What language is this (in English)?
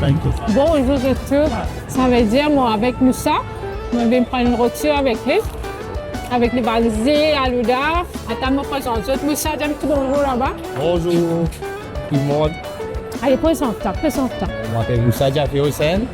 Morisyen